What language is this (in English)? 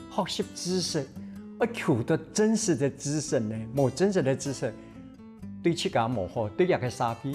Hakka Chinese